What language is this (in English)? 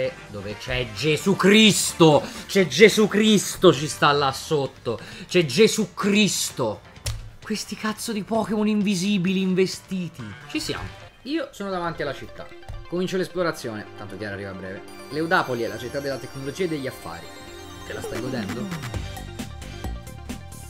Italian